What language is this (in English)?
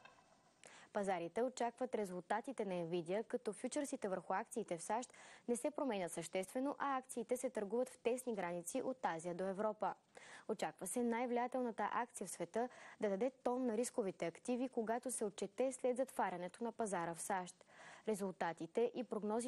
Bulgarian